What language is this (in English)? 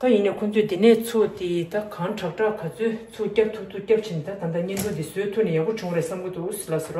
Tibetan